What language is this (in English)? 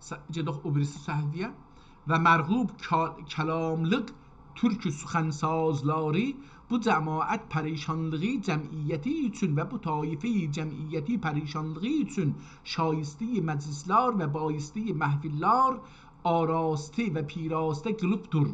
South Azerbaijani